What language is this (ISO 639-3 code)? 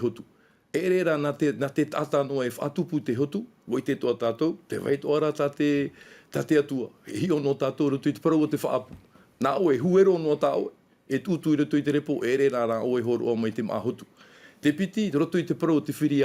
tah